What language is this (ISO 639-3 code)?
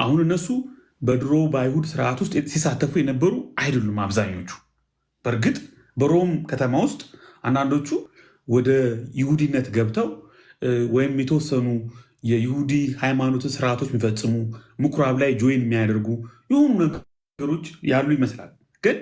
amh